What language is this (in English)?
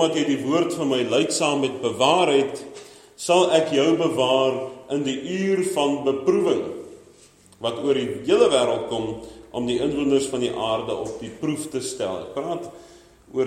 Afrikaans